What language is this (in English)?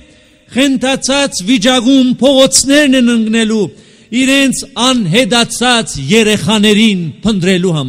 Armenian